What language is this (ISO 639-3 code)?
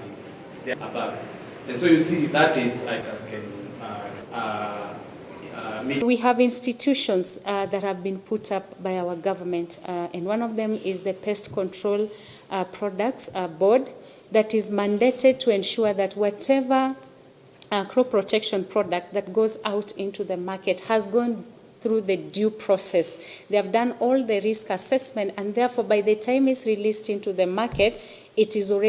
kam